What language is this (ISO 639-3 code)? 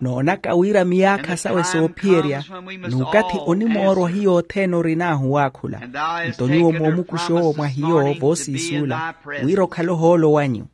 vmw